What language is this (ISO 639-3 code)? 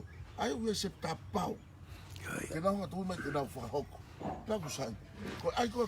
ton